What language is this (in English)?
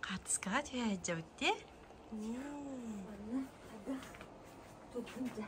Yakut